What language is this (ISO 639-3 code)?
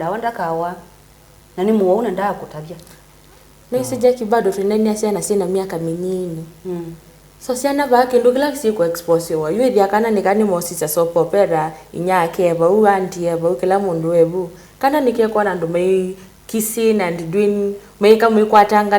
kam